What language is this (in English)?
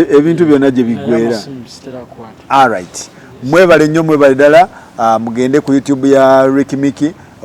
Ganda